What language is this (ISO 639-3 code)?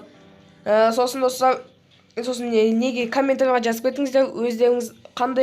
kaz